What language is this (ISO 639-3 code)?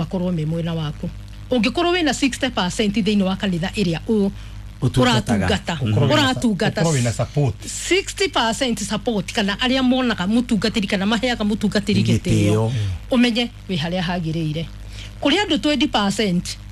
kik